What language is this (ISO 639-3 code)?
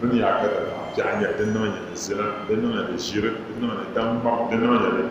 dag